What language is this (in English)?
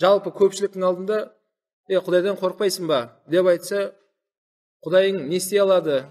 Kazakh